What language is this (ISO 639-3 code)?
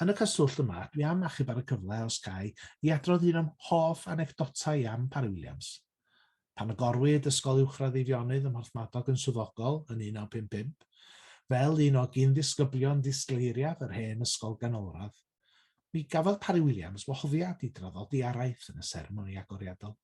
cym